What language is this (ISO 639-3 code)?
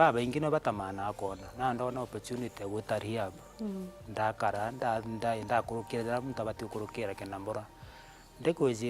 mer